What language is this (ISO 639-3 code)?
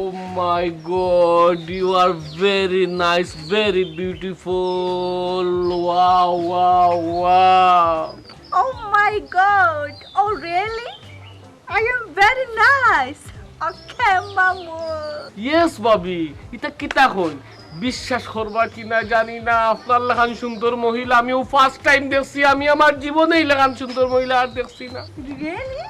syl